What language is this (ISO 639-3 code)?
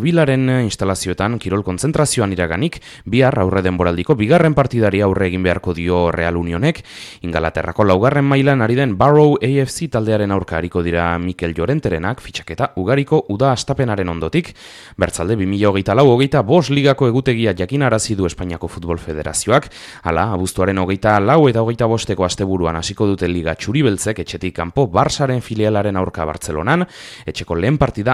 eus